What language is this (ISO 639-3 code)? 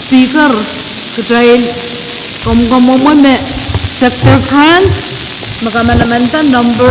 pon